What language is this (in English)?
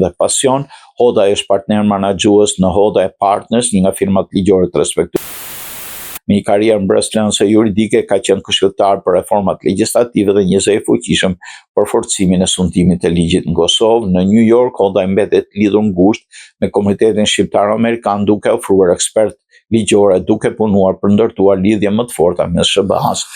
Albanian